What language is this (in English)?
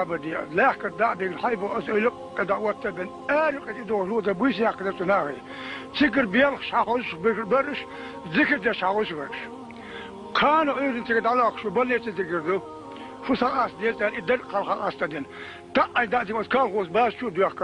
Chechen